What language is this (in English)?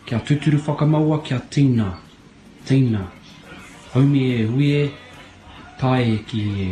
Māori